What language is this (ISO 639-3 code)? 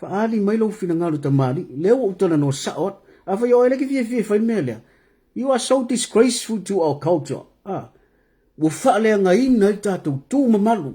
smo